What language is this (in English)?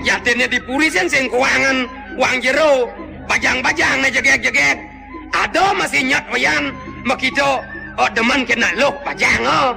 Balinese